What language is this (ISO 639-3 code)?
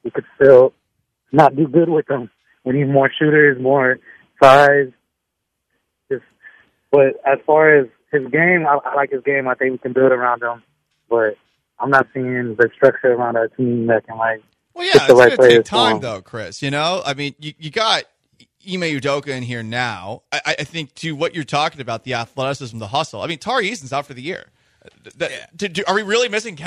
eng